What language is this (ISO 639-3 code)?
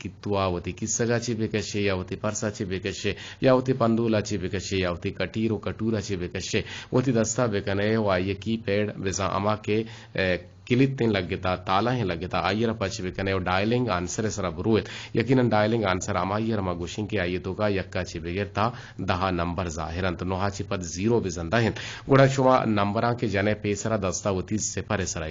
bgp